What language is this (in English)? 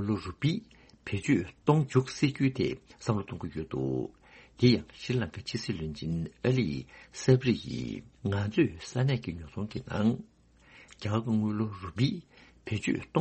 Tibetan